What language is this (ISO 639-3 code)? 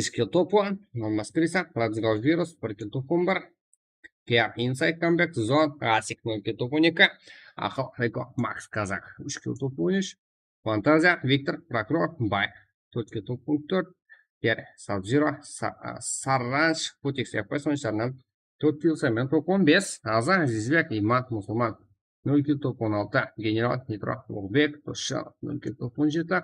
kaa